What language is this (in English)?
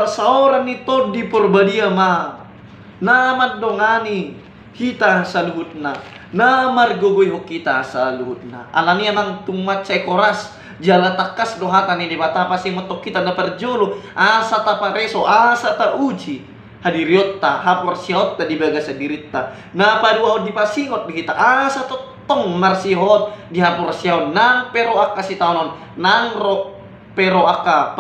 Batak Toba